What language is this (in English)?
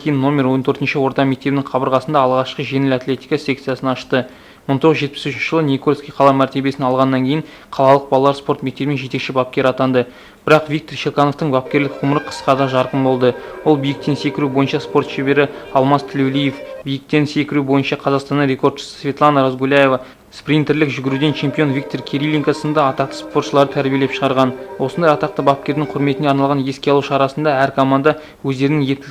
Kazakh